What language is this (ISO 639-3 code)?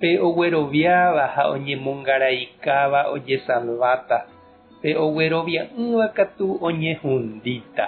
grn